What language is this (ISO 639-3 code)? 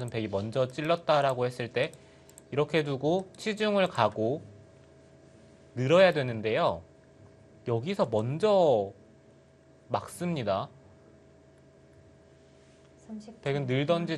kor